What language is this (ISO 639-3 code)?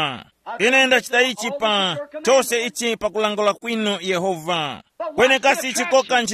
tum